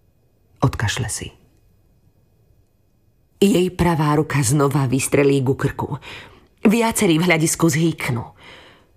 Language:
Slovak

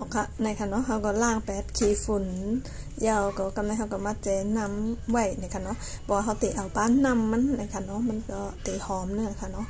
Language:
Shan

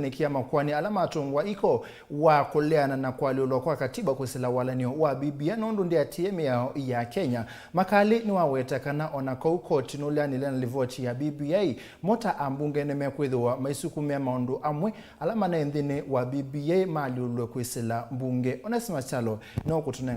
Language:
Kamba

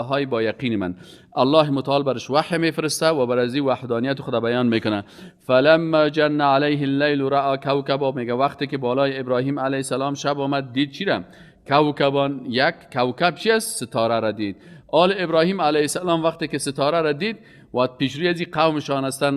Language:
Persian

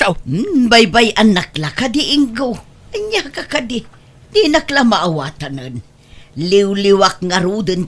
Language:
Iloko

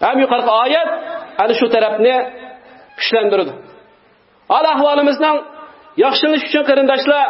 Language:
Uyghur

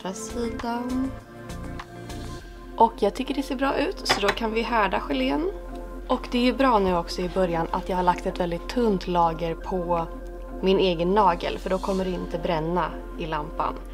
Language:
Swedish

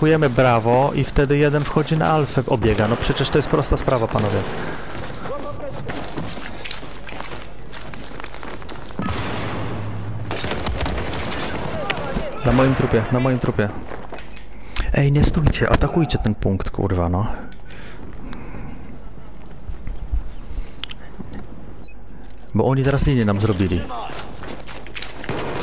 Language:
Polish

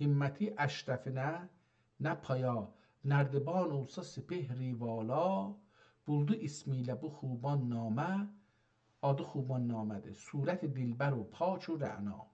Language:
South Azerbaijani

